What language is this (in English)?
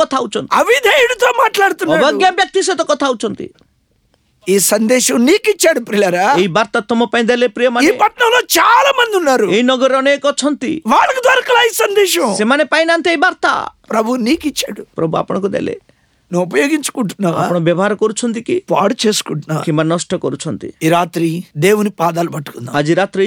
Odia